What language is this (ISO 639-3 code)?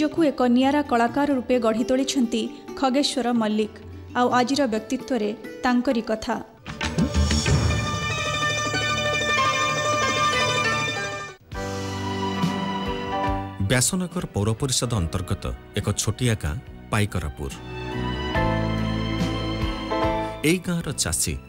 ori